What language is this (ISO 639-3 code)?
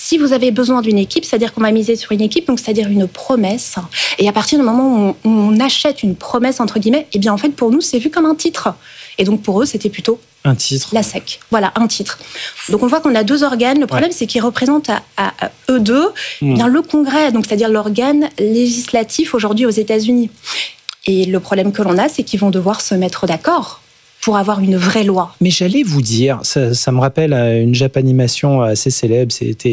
fra